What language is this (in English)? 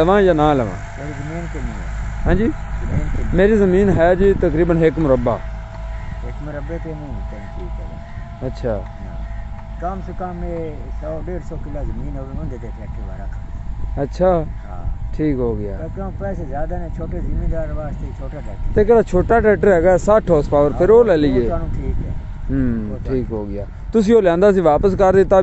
Punjabi